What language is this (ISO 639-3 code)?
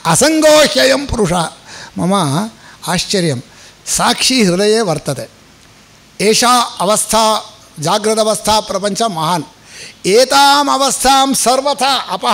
san